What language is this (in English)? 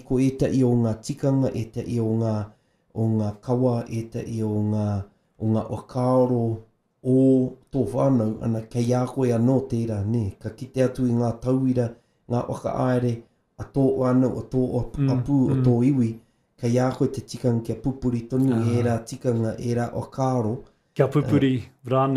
Māori